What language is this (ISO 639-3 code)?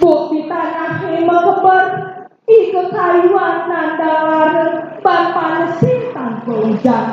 ban